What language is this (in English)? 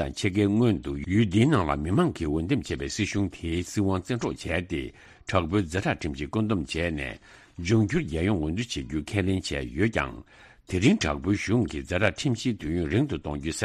Tibetan